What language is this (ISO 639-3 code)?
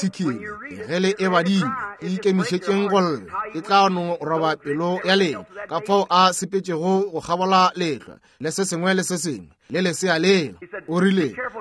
nso